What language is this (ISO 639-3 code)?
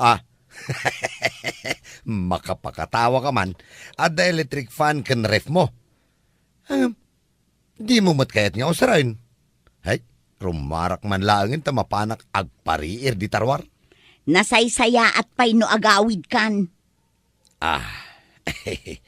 ilo